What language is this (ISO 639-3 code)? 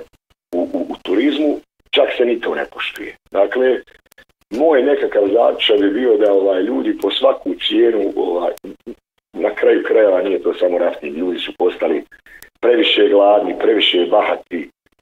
bos